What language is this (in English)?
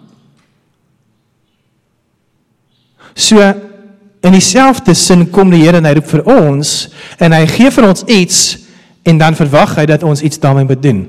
Afrikaans